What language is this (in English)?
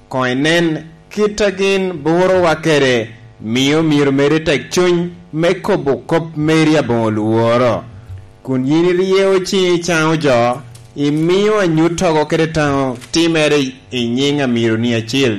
Lango (Uganda)